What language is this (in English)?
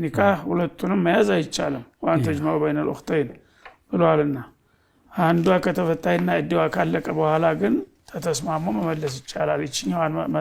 Amharic